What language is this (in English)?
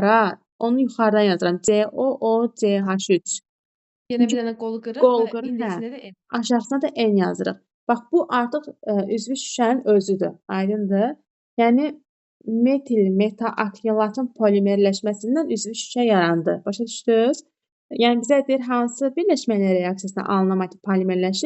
Azerbaijani